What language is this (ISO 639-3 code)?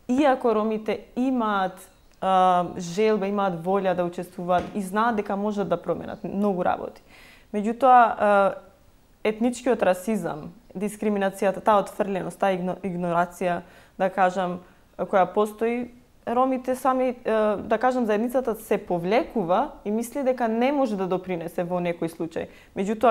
mkd